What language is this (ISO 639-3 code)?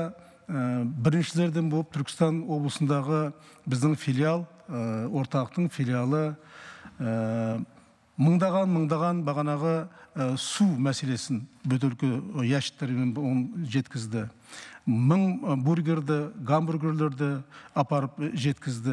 kaz